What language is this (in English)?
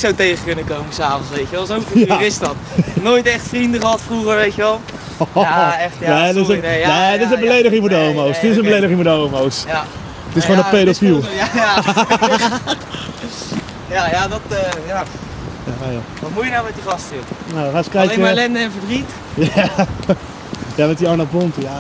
Dutch